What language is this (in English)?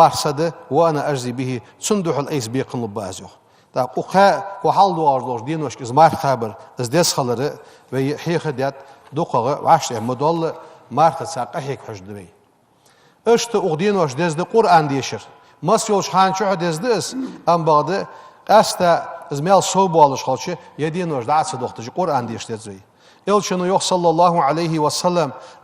Ingush